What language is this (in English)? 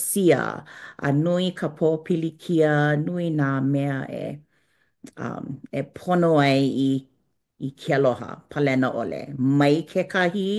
Hawaiian